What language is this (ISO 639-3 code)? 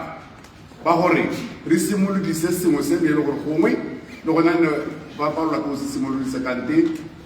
tsn